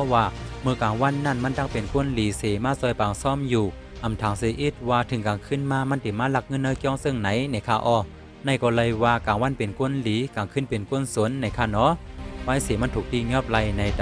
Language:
Shan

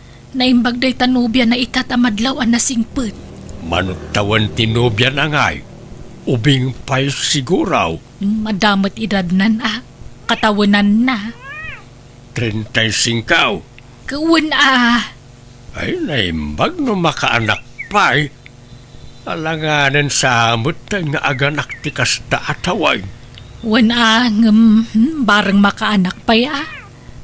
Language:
Iloko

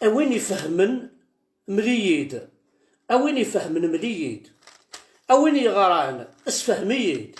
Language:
Kabyle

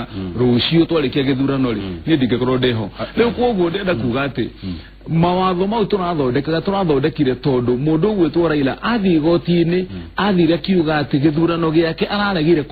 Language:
Kikuyu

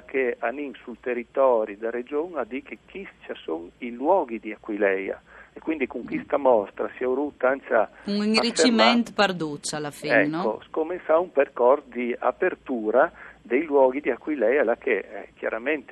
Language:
Friulian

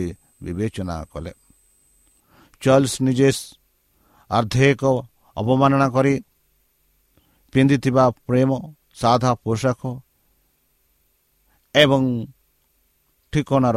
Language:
Odia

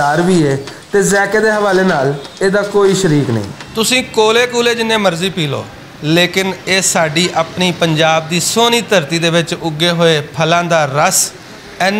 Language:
Western Panjabi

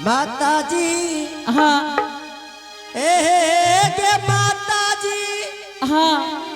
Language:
Angika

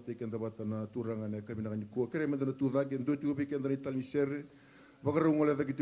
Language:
Fijian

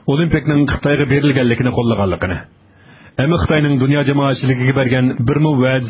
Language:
Uyghur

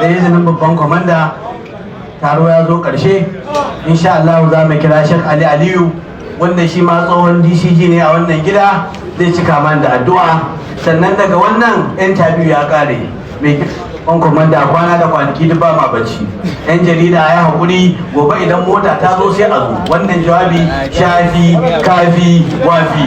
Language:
Hausa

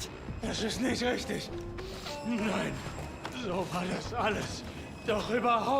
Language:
Bavarian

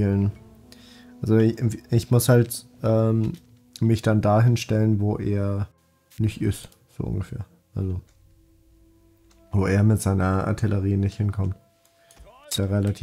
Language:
German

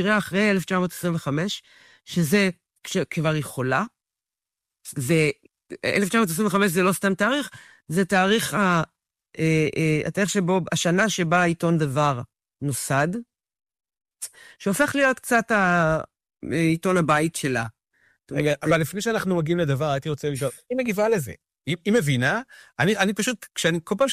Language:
Hebrew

